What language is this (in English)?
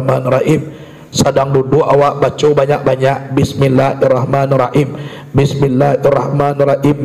Minangkabau